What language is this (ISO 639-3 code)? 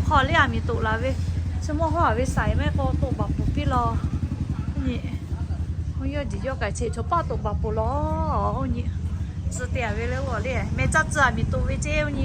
lhu